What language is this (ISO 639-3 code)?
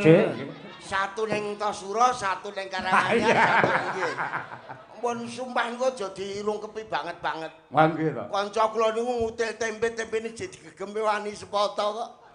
jav